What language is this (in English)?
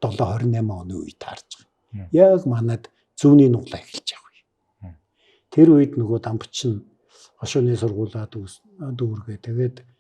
Mongolian